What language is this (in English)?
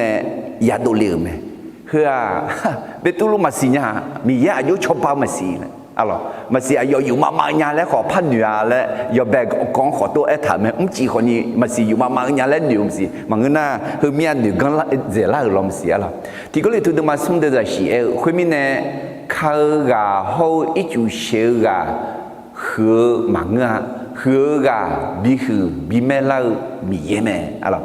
Akha